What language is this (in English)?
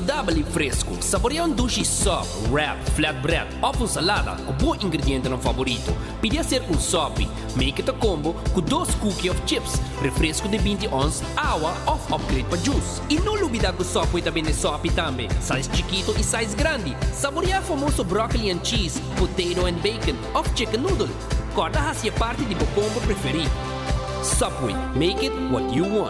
Papiamento